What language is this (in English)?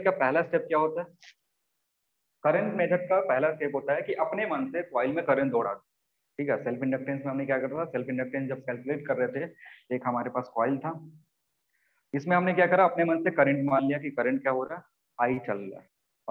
Hindi